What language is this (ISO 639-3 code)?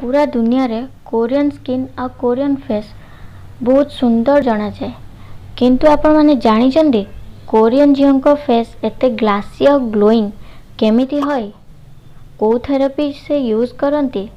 ori